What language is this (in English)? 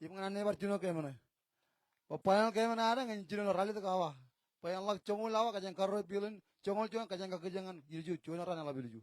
Marshallese